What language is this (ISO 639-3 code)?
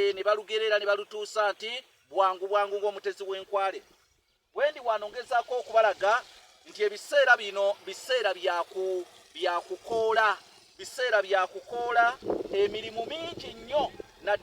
lug